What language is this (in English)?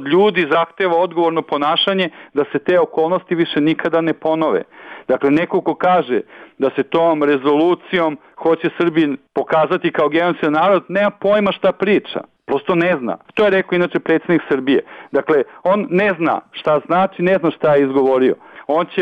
Bosnian